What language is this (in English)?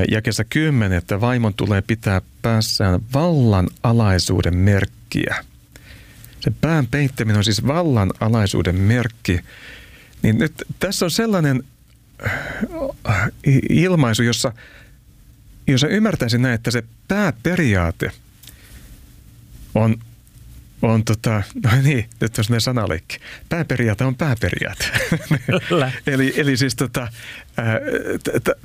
Finnish